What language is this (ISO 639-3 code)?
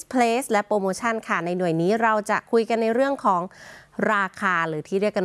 tha